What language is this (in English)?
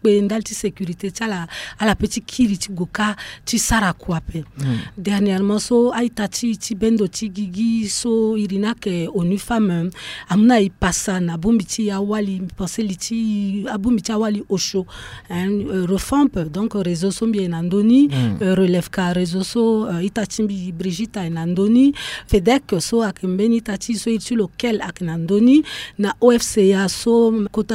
Sango